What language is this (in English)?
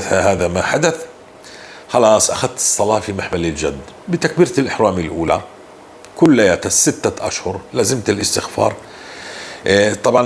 North Levantine Arabic